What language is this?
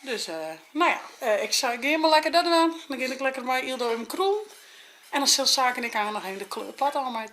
Western Frisian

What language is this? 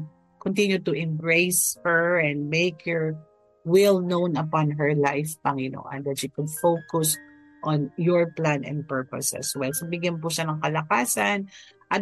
Filipino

